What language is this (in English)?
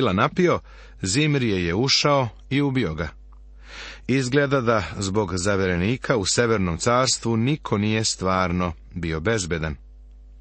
Serbian